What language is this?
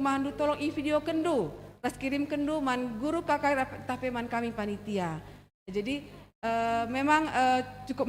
Batak Karo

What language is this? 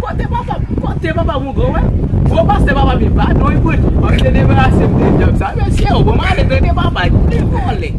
Haitian Creole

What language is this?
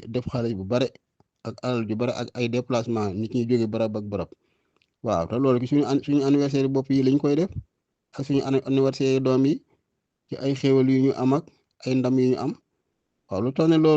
Wolof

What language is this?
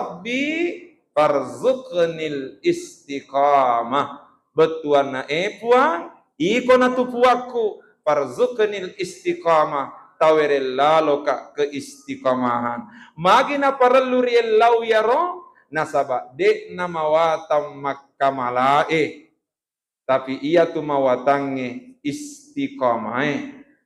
Buginese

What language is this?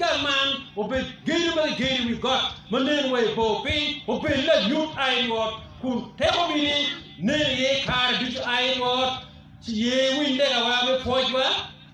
Acoli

